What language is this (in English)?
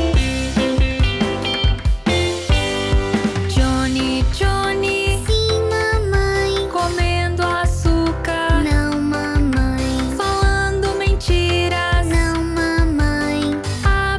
Portuguese